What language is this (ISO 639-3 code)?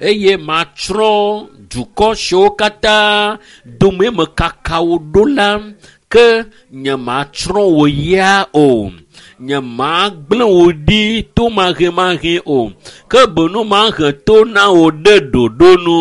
ewe